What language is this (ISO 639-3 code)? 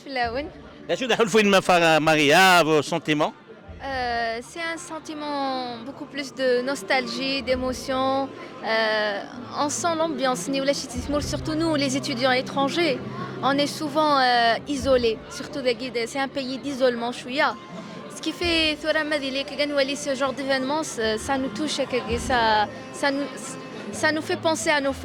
kab